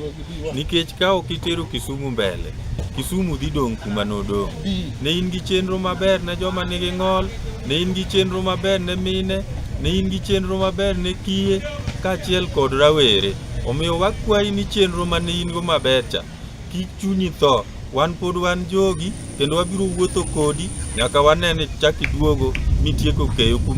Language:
Luo (Kenya and Tanzania)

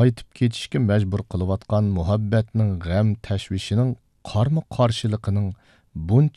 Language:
Uyghur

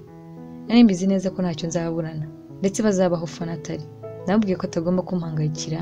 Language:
Kinyarwanda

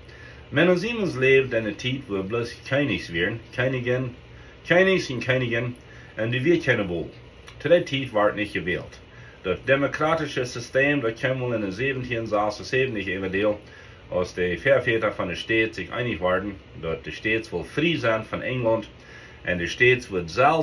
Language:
Plautdietsch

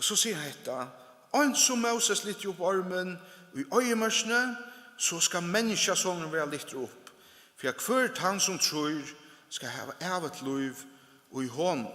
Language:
Faroese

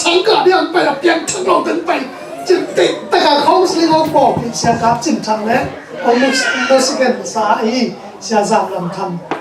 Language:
Tedim Chin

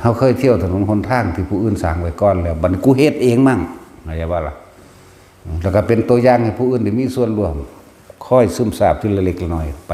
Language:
Northeastern Thai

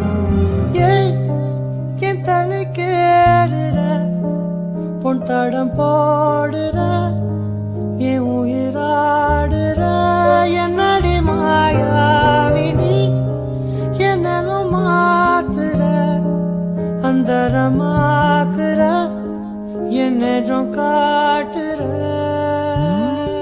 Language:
Tamil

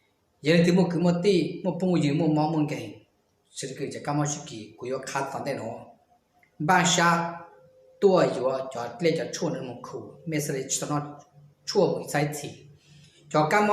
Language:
Hmong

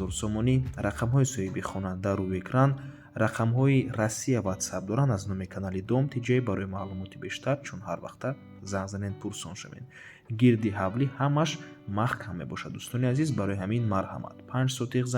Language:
Tajik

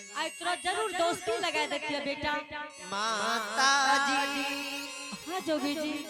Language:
Angika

